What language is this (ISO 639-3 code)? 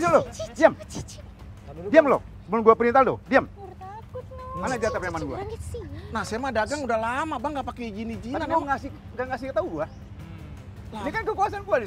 ind